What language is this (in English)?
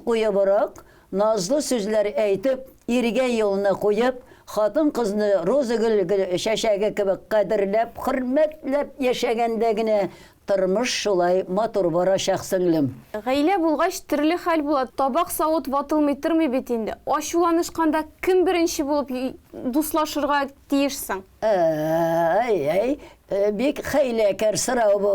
Tatar